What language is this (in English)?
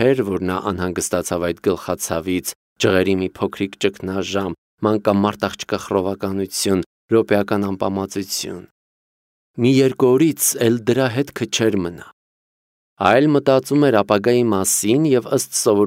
Armenian